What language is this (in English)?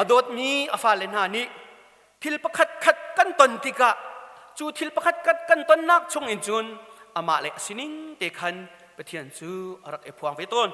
Hakha Chin